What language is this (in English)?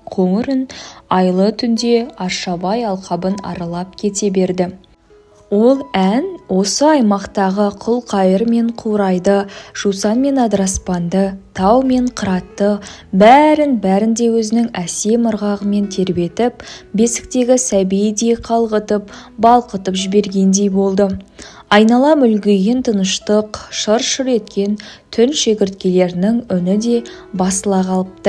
Kazakh